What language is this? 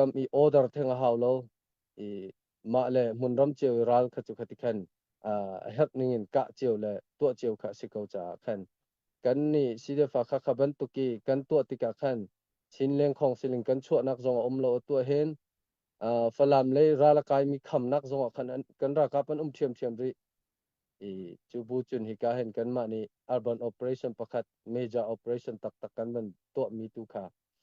Hakha Chin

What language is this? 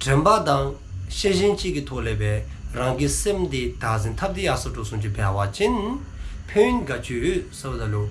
Dzongkha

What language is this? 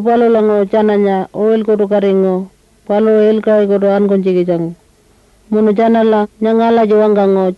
Pitjantjatjara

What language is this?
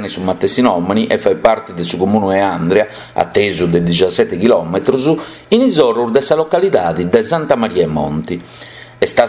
Sardinian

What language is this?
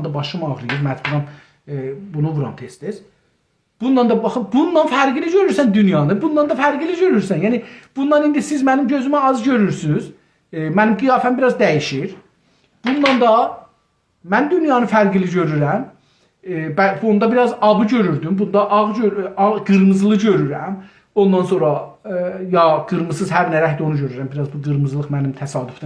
South Azerbaijani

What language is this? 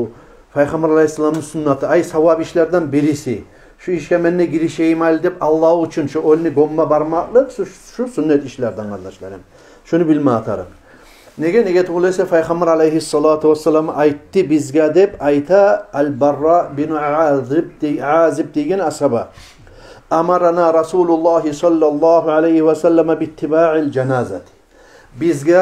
Kumyk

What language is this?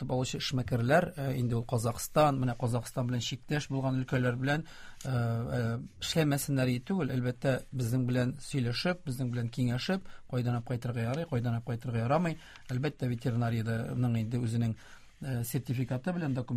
Tatar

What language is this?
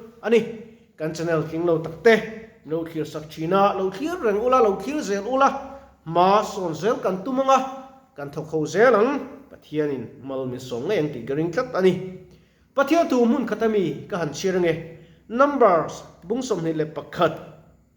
Mizo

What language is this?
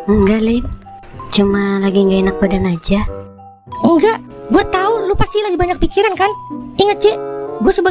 Betawi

